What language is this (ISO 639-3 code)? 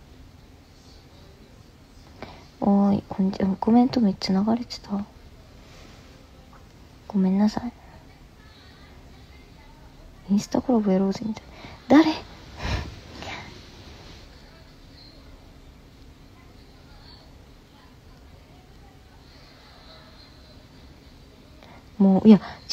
jpn